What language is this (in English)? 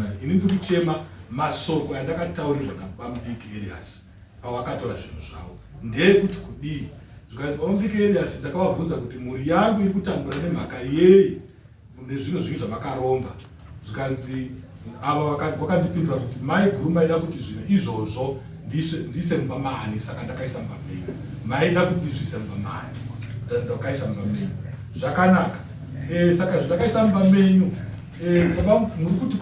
Shona